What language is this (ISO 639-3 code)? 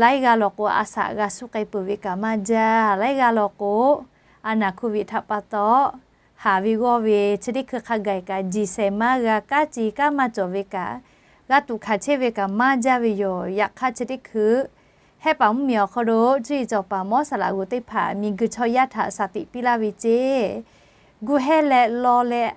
lhu